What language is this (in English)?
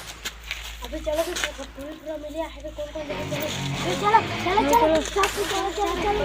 Chhattisgarhi